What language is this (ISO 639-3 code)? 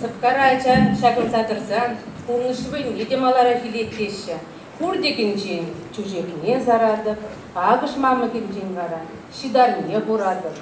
chv